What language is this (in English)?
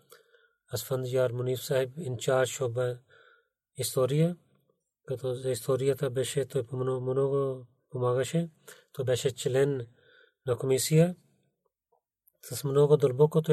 Bulgarian